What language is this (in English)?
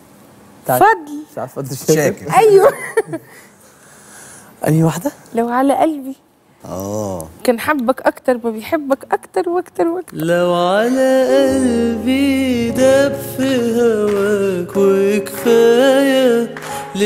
Egyptian Arabic